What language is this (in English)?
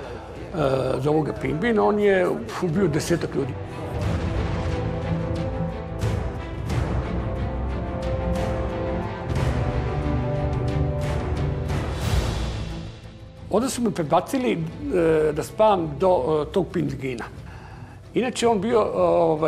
Serbian